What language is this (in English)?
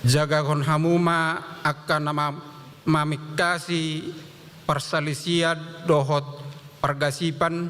Batak Toba